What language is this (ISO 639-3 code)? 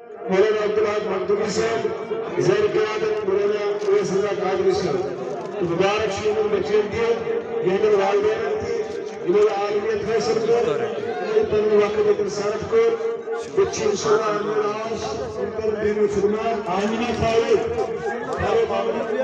kas